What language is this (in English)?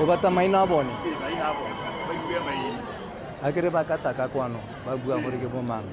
Tswana